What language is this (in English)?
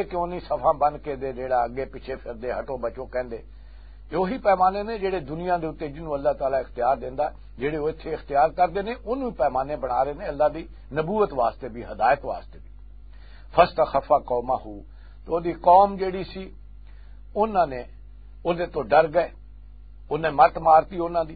Western Panjabi